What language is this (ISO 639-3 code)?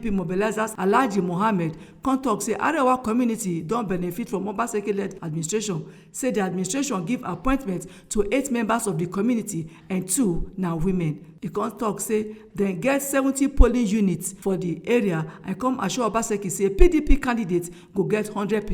pcm